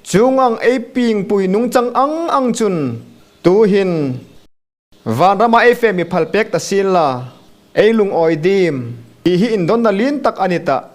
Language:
Hmar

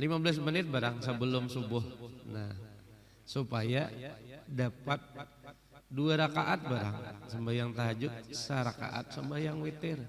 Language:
Banjar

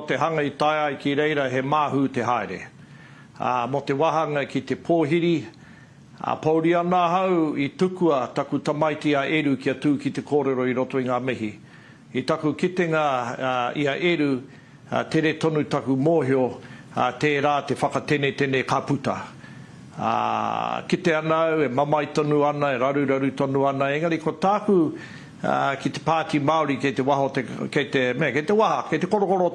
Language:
Māori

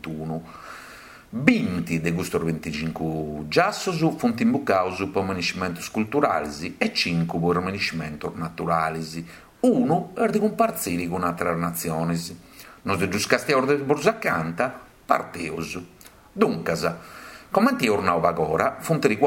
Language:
Sardinian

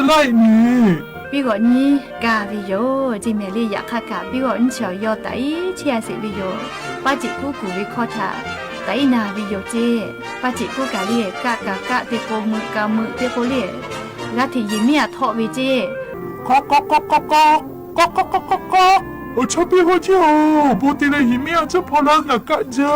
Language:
Lahu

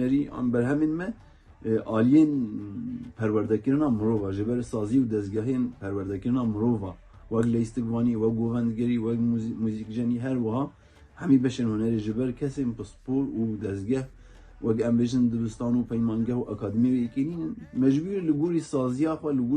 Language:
Kurdish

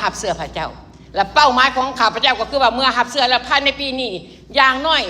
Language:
Lao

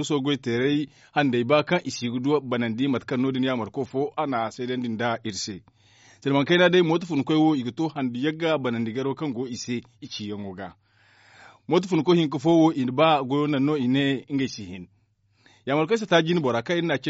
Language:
Zarma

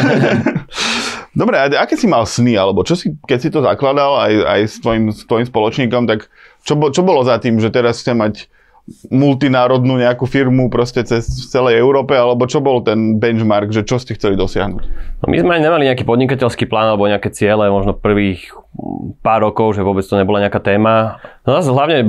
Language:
Slovak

